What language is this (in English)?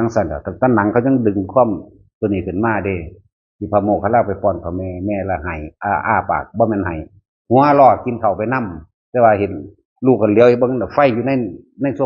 Northeastern Thai